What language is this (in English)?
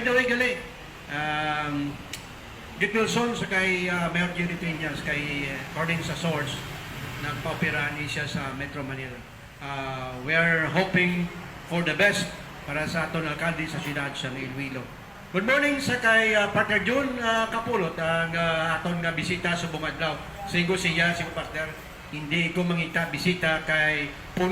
Hiligaynon